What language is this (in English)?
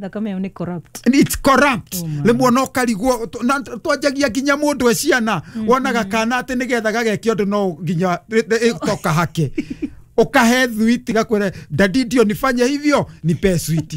Kikuyu